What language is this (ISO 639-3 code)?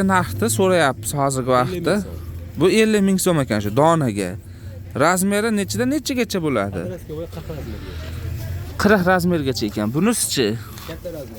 uzb